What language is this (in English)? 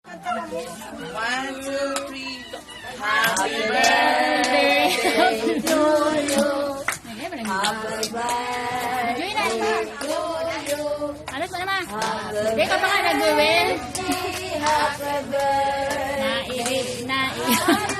Bikol